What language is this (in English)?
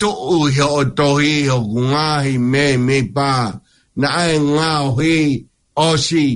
Tongan